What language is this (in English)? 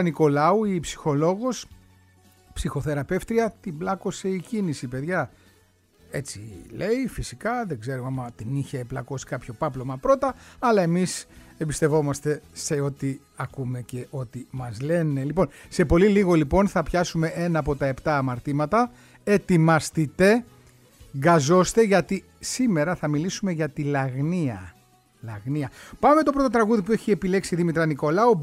Greek